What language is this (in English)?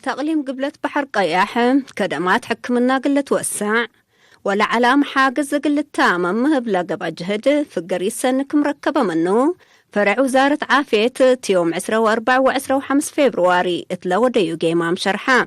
Tigre